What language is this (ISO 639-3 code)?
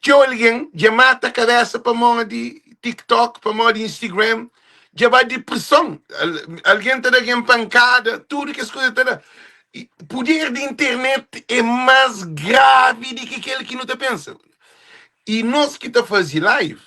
kea